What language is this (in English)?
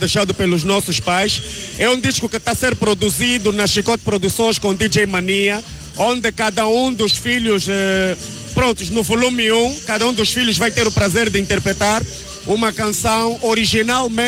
Portuguese